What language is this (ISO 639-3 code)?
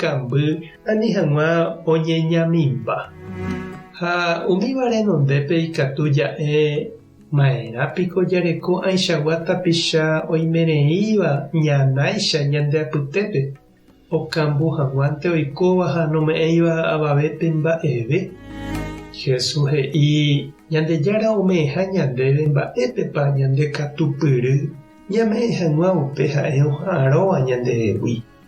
grn